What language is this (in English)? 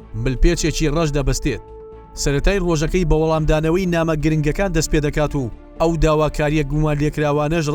Central Kurdish